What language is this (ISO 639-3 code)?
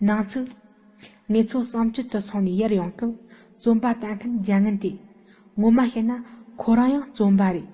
bod